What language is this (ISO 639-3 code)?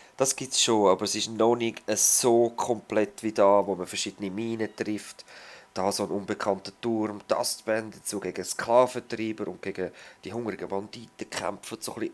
gsw